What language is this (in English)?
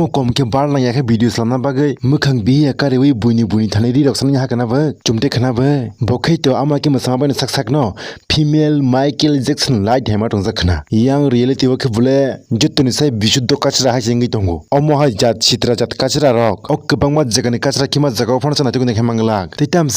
Kok Borok